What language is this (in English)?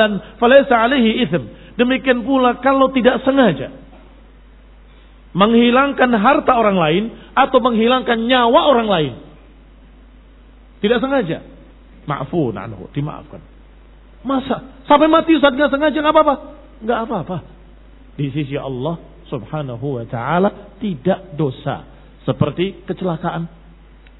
Indonesian